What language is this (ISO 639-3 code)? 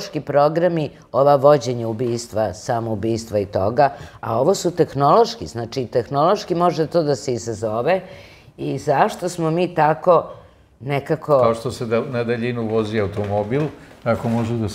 srp